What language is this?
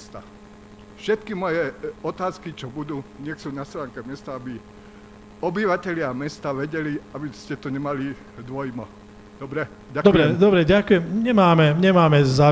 Slovak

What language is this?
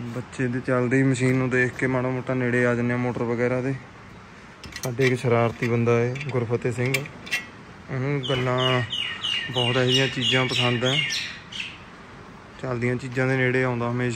Punjabi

